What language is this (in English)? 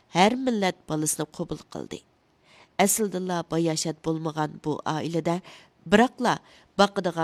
Uyghur